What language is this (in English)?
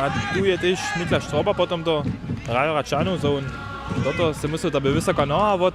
Upper Sorbian